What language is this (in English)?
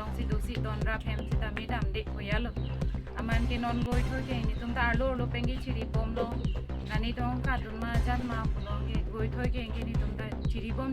Karbi